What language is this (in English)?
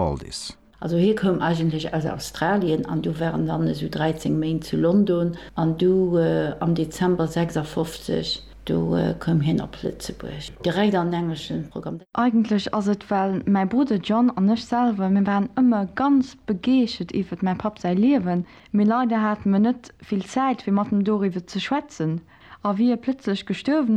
Luxembourgish